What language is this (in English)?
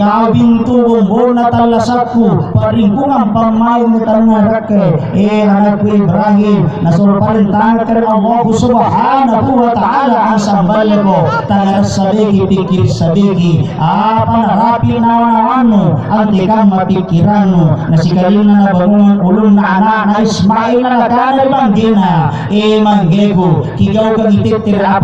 Makasar